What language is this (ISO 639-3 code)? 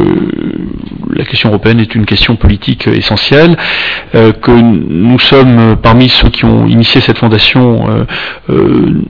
fra